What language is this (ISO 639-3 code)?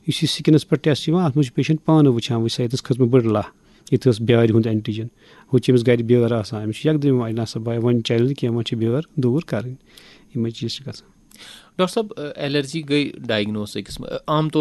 kas